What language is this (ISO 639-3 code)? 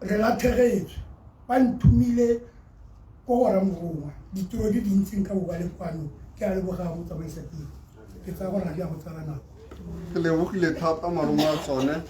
tsn